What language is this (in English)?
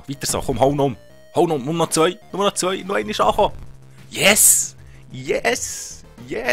Swiss German